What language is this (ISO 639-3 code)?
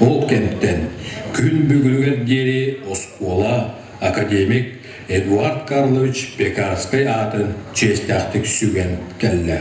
sah